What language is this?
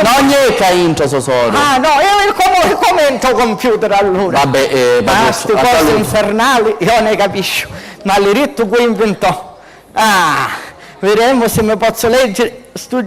Sicilian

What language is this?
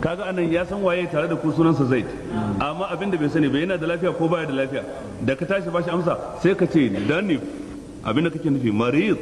Hausa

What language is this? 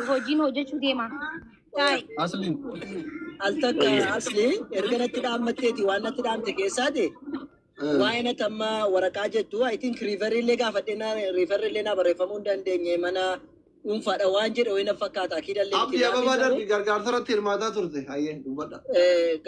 Oromo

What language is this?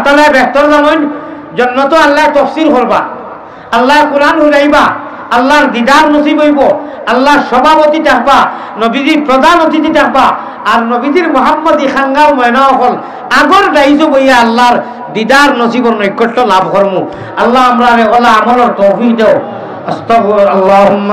Sylheti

